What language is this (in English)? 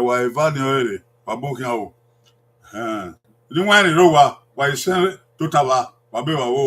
Bini